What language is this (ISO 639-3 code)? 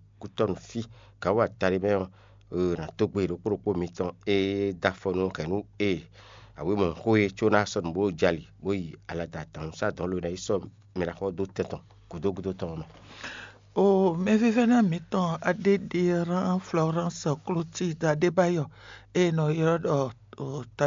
fon